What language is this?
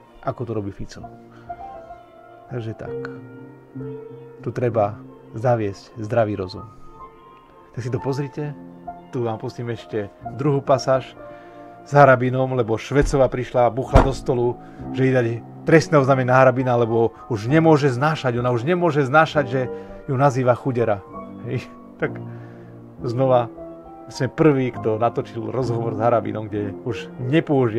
Slovak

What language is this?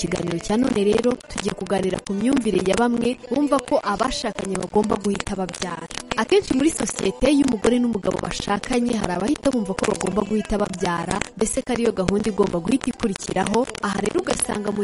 Kinyarwanda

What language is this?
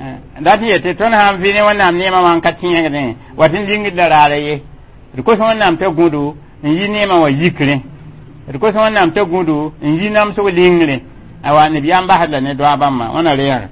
Mossi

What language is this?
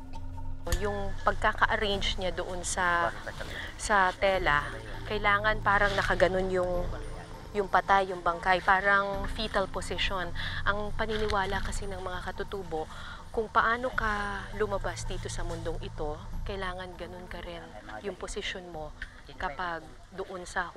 Filipino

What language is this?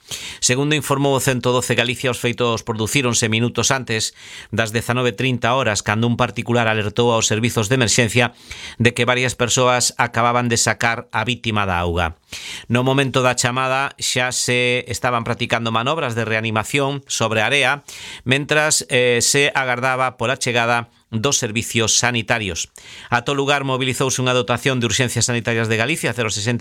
Galician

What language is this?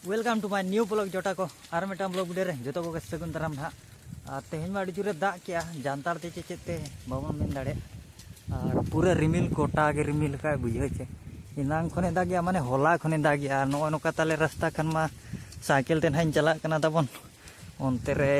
Santali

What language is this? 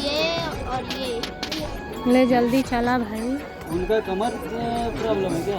Chhattisgarhi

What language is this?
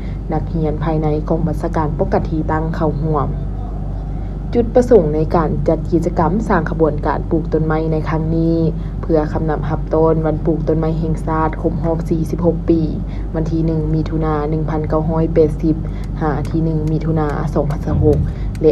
Lao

